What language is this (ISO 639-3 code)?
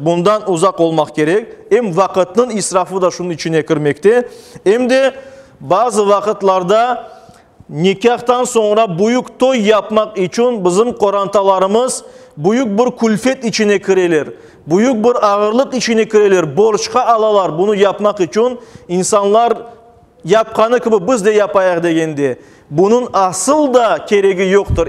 crh